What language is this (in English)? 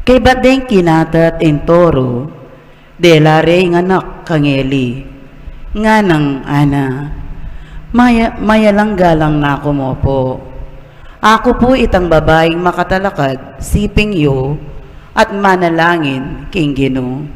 Pampanga